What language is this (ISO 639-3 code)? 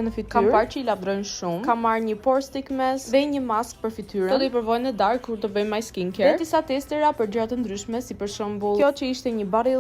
sqi